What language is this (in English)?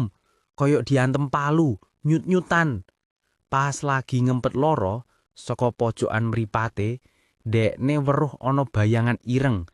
Javanese